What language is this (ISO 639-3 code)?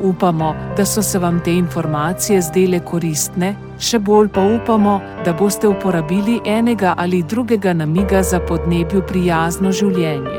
slv